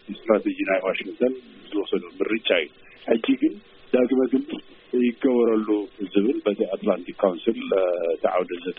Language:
Tigrinya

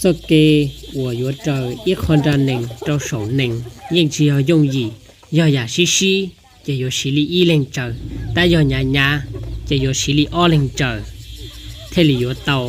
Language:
Hmong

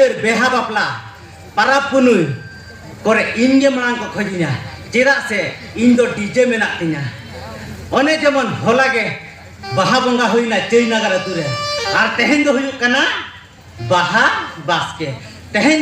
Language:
Santali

